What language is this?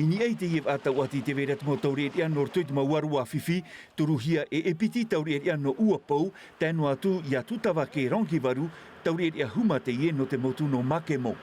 Tahitian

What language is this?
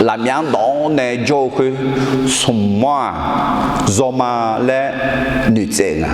Akha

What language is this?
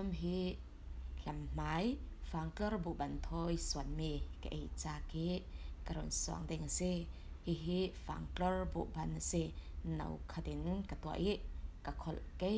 Falam Chin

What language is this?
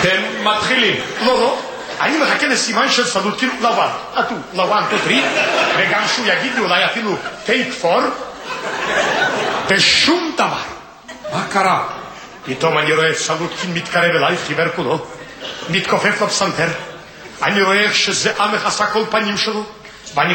Hebrew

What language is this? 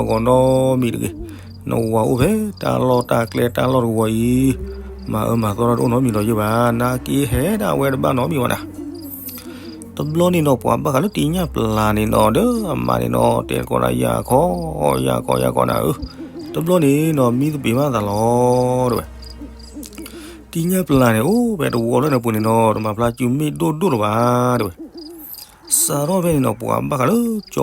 S'gaw Karen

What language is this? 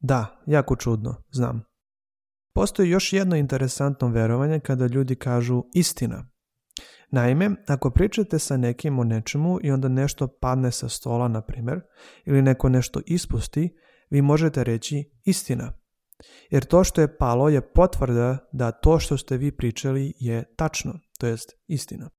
Serbian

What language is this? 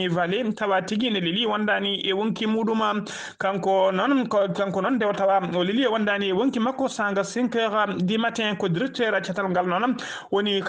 Fula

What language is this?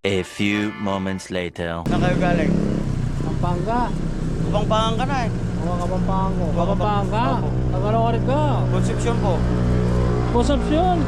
Pampanga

